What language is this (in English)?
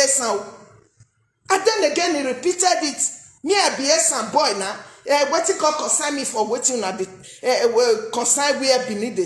Nigerian Pidgin